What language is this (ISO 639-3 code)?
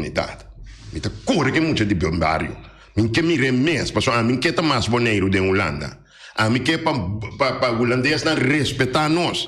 pap